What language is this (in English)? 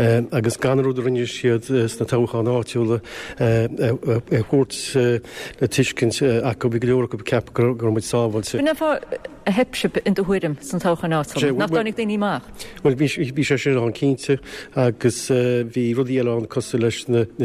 Irish